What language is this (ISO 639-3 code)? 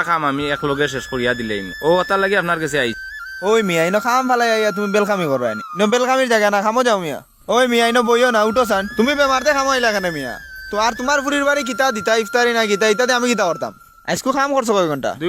syl